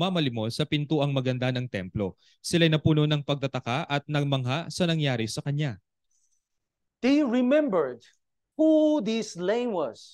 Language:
Filipino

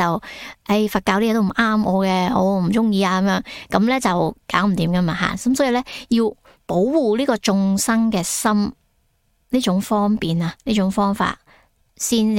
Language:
Cantonese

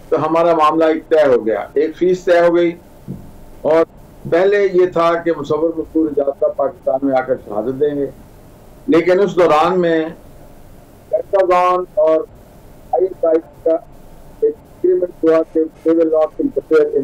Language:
Urdu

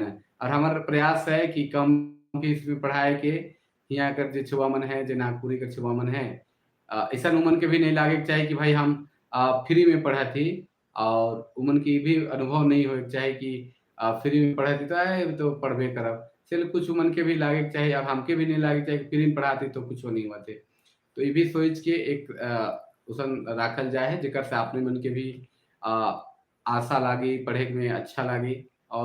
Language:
Sadri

